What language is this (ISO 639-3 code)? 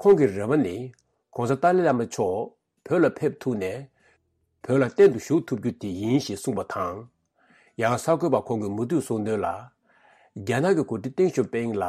bod